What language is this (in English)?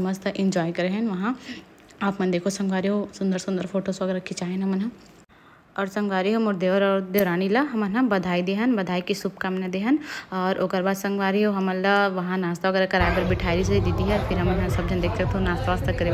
Chhattisgarhi